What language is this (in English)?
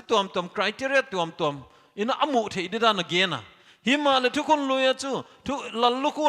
Paite Chin